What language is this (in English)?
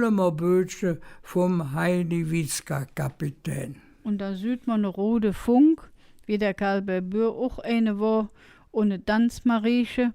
Colognian